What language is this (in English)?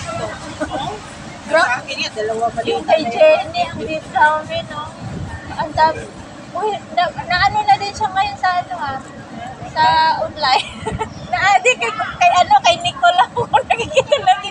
Filipino